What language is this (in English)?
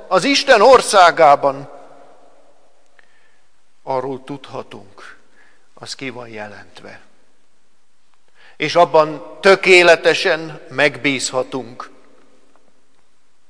Hungarian